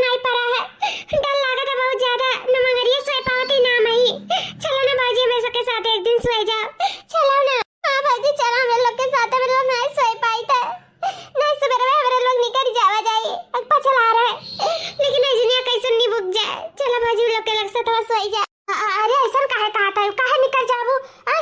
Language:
Awadhi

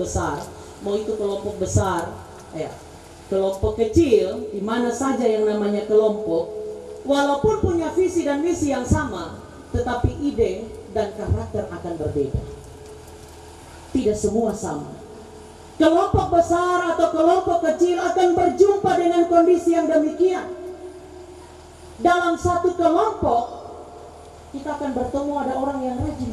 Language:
Indonesian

